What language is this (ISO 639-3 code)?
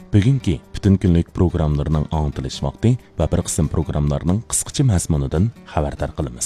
uig